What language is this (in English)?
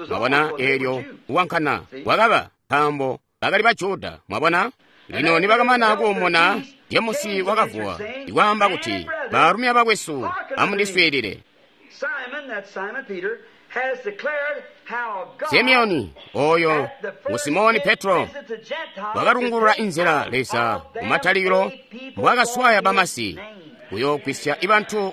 Tonga (Zambia)